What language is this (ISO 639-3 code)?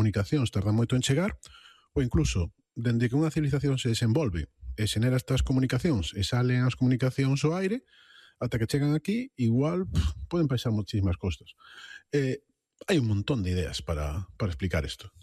glg